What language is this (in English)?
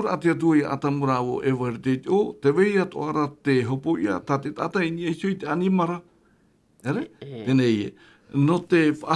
Tahitian